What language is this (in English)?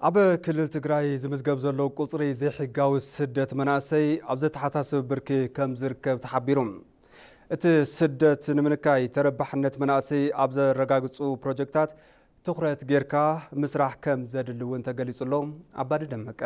Tigrinya